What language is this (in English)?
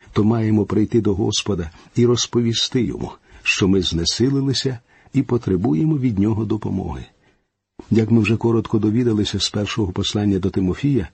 Ukrainian